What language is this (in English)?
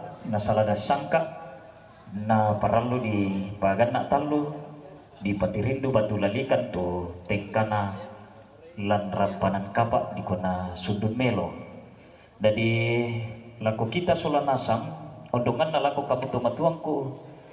Toraja-Sa'dan